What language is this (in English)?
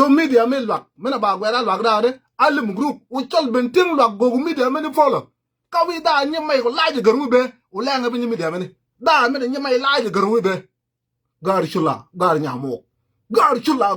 Nuer